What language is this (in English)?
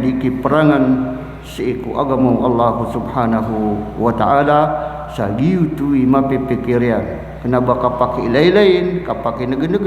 Maranao